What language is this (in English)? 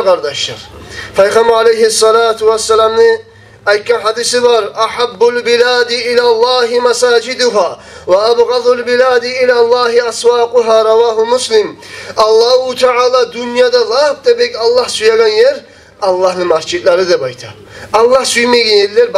Kumyk